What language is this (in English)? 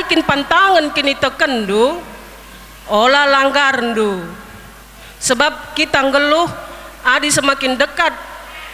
Batak Karo